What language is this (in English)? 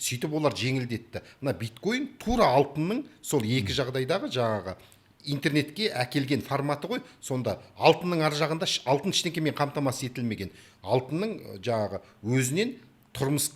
Kazakh